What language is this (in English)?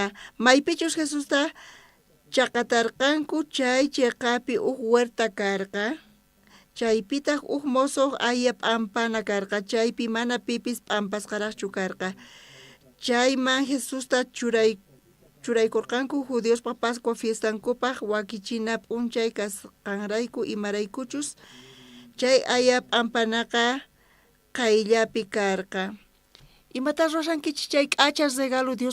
South Bolivian Quechua